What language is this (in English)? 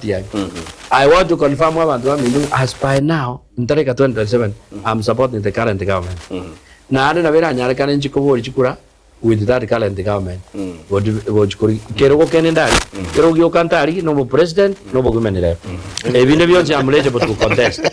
Gusii